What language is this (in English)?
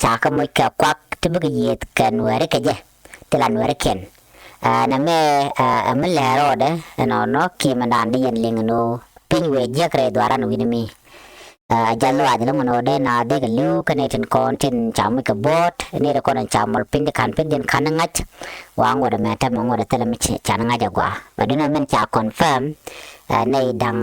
Nuer